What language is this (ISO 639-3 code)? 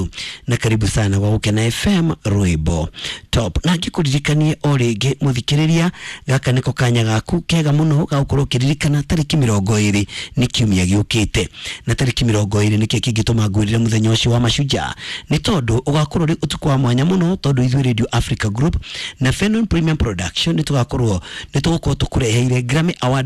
kik